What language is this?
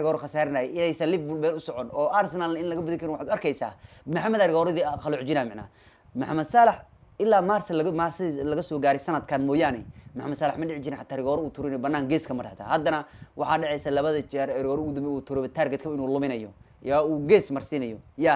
Somali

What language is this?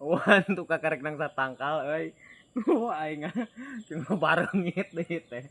Sundanese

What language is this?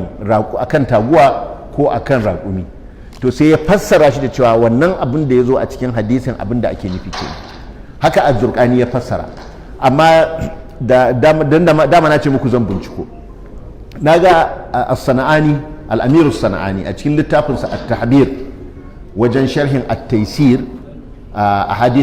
Hausa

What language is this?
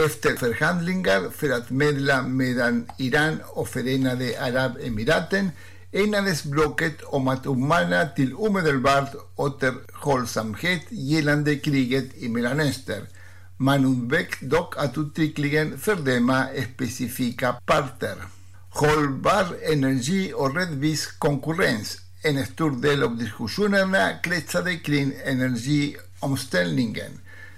Swedish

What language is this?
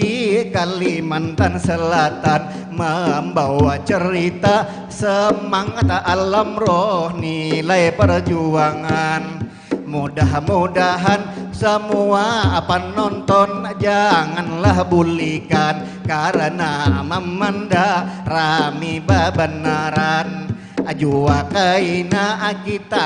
Banjar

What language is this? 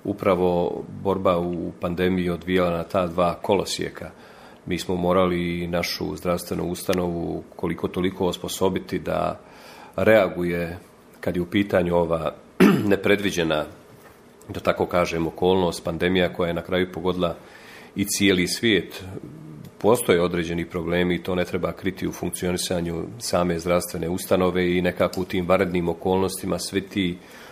Croatian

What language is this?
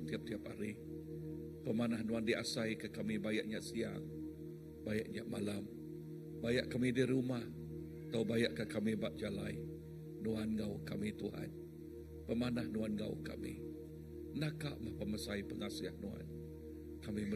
Iban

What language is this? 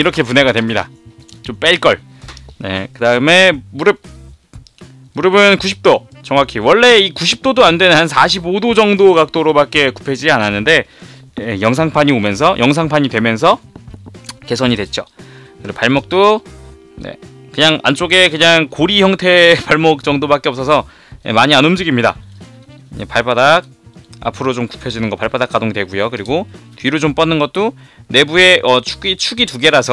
Korean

